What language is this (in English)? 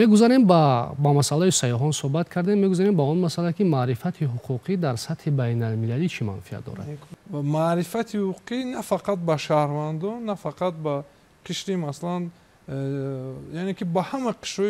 Tajik